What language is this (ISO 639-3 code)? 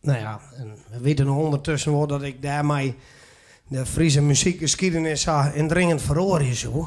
fry